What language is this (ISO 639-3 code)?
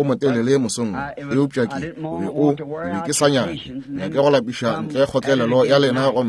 nso